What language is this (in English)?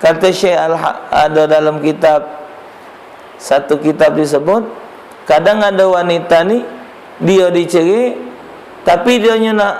Musi